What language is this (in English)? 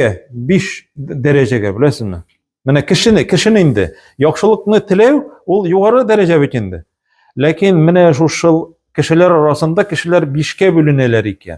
Tatar